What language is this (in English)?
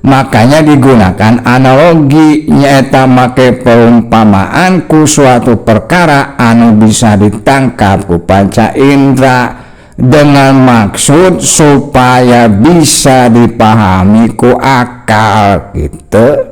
Sundanese